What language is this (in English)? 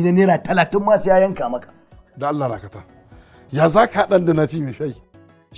Hausa